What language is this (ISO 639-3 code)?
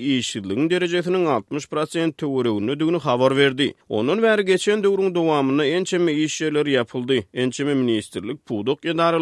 tuk